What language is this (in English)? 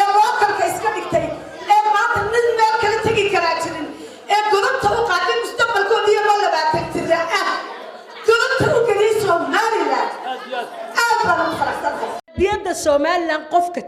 Somali